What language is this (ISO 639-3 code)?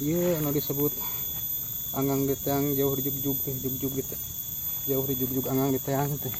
sun